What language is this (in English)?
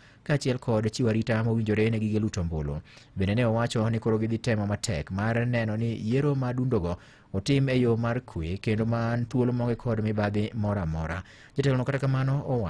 Luo (Kenya and Tanzania)